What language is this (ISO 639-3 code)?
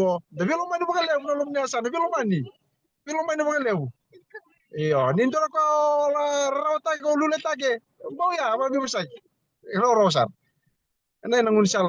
fij